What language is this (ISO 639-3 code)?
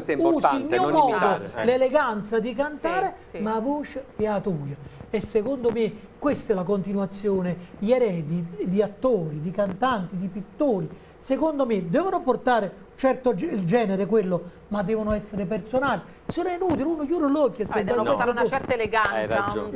nap